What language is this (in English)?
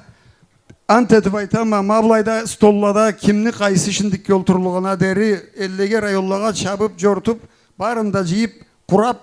Karachay-Balkar